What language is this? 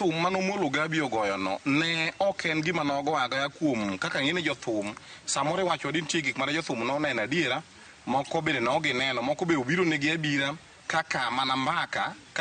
Luo (Kenya and Tanzania)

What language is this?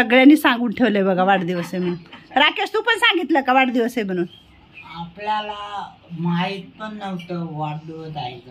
Marathi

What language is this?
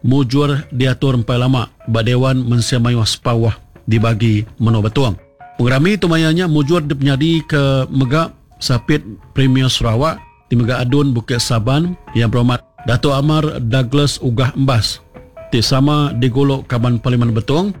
Iban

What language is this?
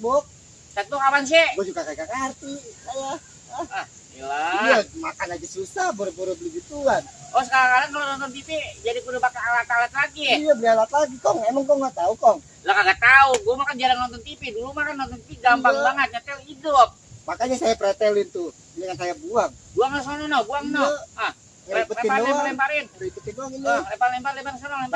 Betawi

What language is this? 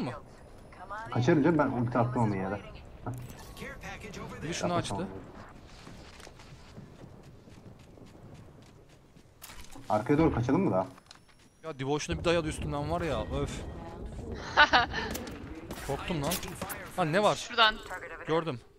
Turkish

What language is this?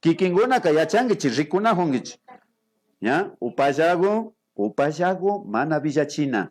Imbabura Highland Quichua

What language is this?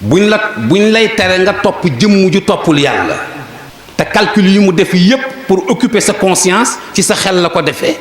Wolof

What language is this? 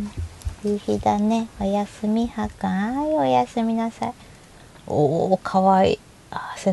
Japanese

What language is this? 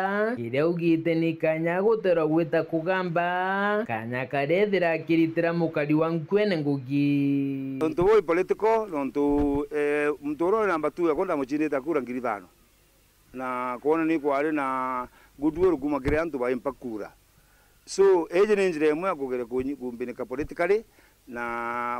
Meru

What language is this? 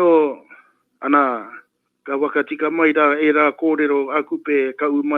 Māori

